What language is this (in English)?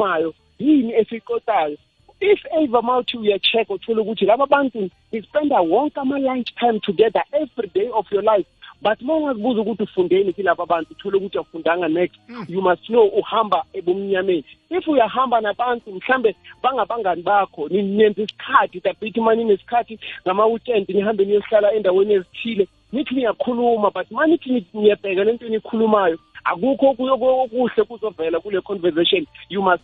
South Ndebele